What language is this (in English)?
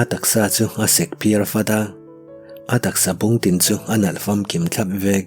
Mizo